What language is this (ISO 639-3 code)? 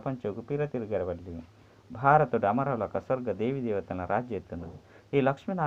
tcy